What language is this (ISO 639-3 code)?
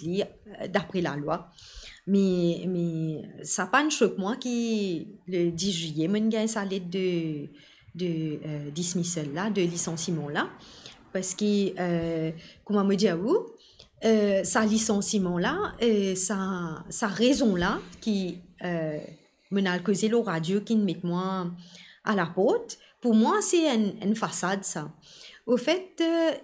mfe